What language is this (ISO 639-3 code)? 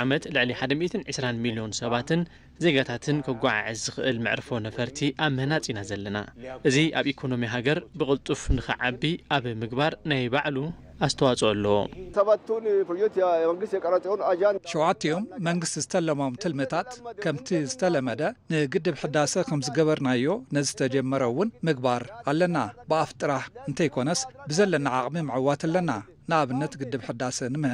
tir